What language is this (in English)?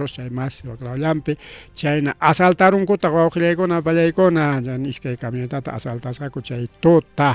Ayacucho Quechua